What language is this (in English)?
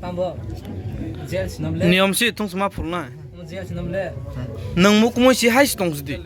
Kok Borok